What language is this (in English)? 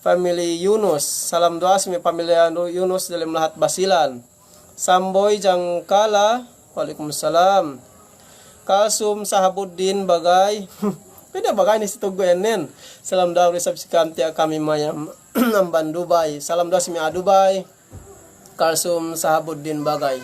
Yakan